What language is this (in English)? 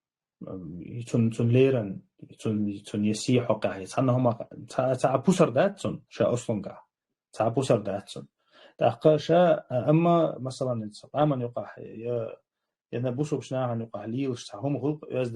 Chechen